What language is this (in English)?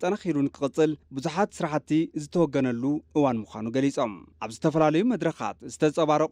Tigrinya